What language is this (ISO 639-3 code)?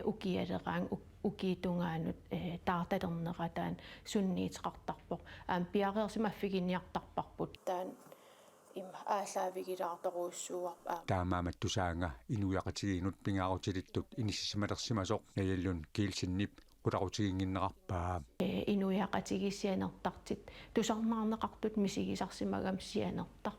kal